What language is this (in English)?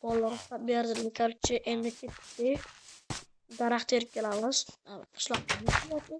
Uzbek